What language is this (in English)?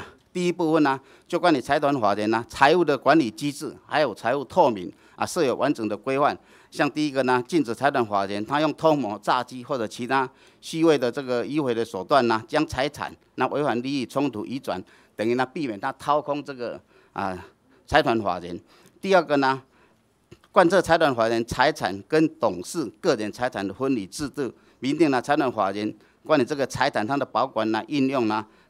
Chinese